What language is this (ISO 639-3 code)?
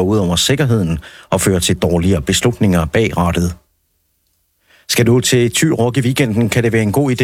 dan